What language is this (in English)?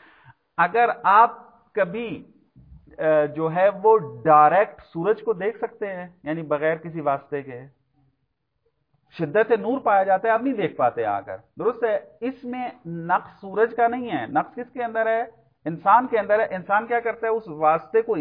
Urdu